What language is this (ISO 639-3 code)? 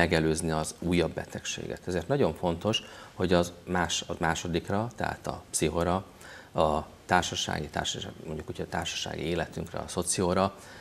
hun